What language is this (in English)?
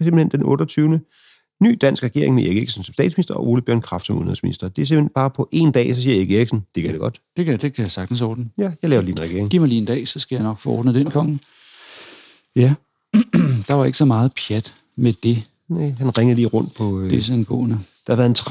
Danish